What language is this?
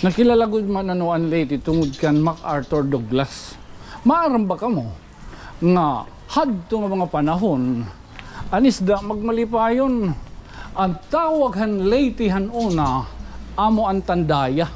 Waray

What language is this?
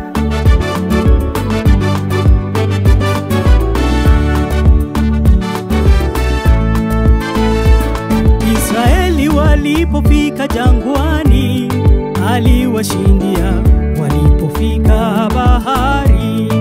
Swahili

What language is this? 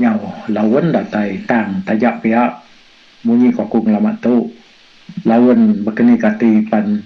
Iban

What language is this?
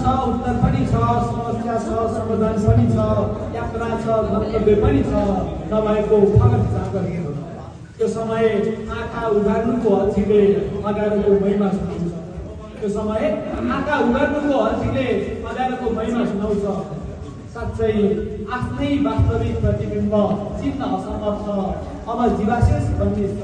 Nepali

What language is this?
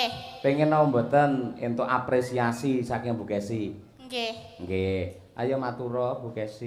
Javanese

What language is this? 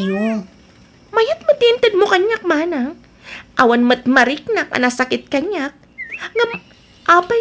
Iloko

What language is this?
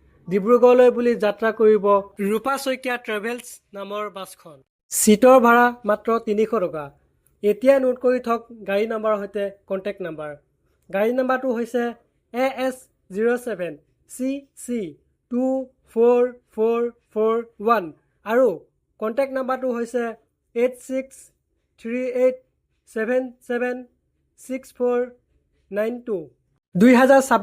Assamese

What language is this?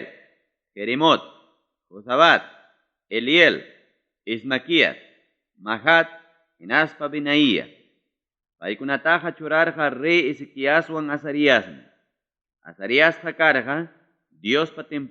Ayacucho Quechua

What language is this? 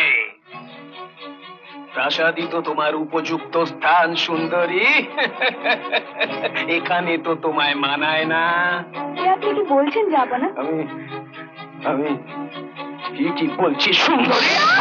Bangla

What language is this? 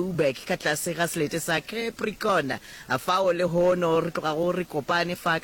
Northern Sotho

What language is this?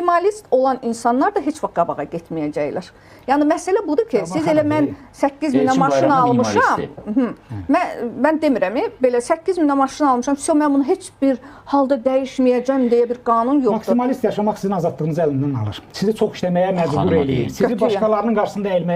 Azerbaijani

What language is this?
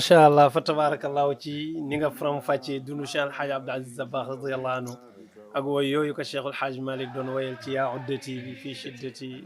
Wolof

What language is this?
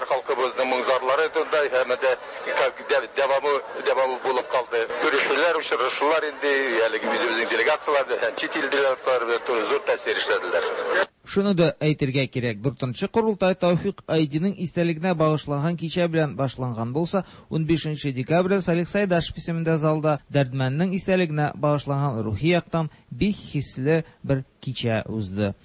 Tatar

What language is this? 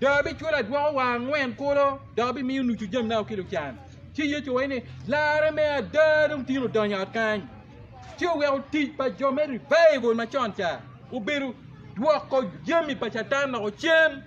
Acoli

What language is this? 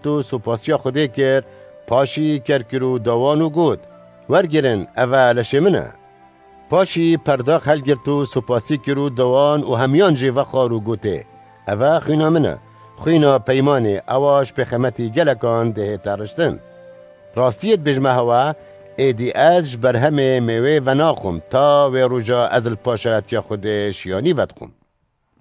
Kurdish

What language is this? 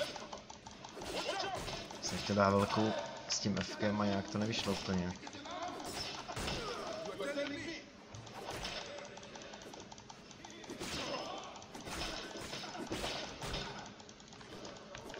Czech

